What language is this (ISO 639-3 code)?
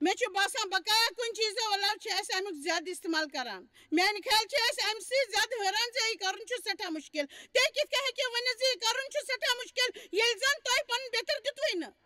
kas